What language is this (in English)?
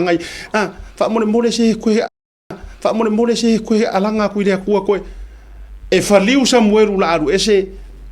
Samoan